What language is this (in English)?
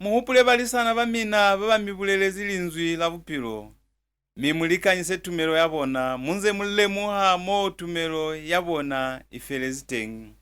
Lozi